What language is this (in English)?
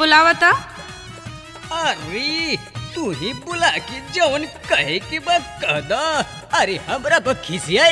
Bhojpuri